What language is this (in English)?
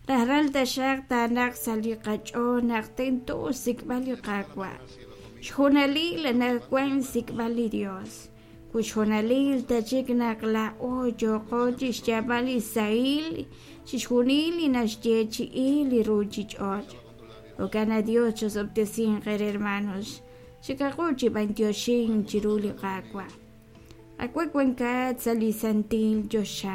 Kekchí